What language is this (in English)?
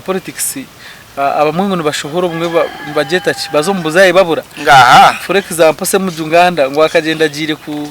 Nyankole